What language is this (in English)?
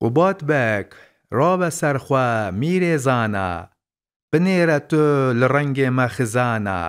Kurdish